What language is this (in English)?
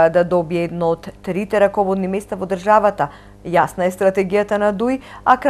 Macedonian